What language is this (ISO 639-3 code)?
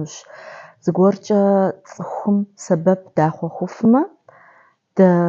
kbd